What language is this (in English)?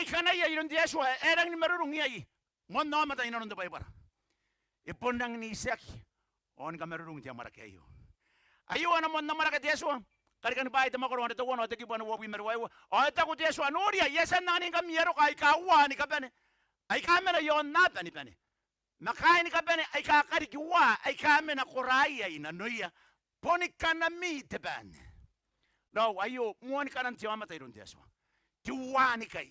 Gilbertese